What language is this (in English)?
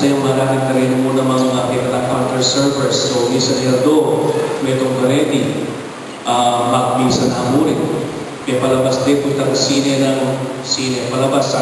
Pampanga